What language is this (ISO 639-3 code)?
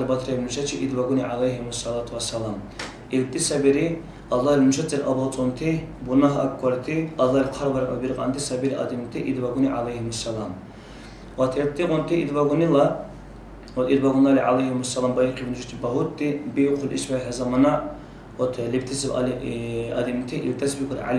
dar